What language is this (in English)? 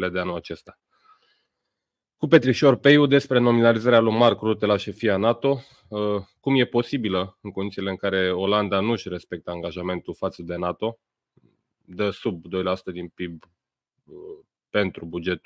Romanian